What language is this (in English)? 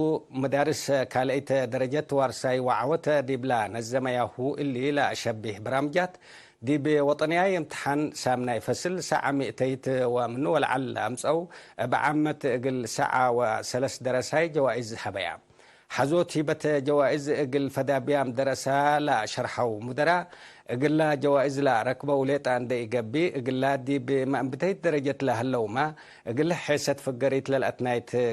Tigre